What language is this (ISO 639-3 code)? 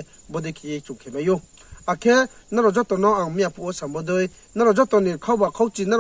ria